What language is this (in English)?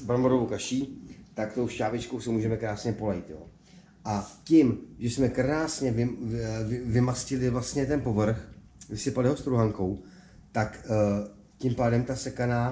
Czech